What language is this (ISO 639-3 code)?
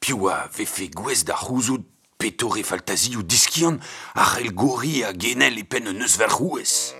bre